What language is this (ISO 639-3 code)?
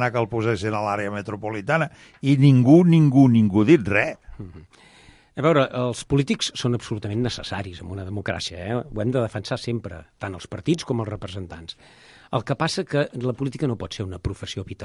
cat